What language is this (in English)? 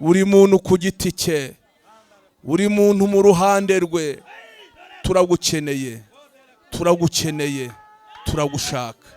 Rundi